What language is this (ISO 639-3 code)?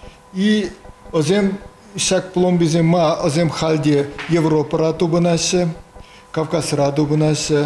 chv